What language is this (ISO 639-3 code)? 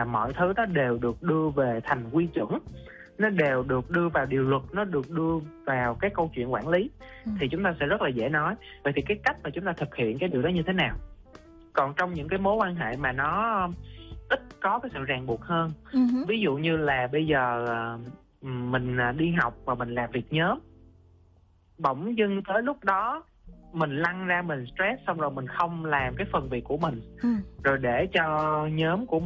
vie